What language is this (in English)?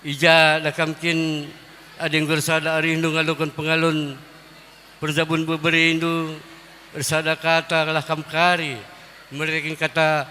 Batak Karo